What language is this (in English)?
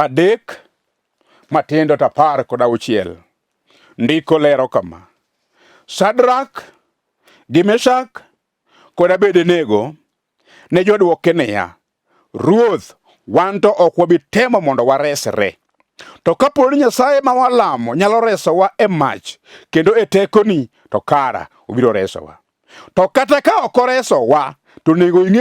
Luo (Kenya and Tanzania)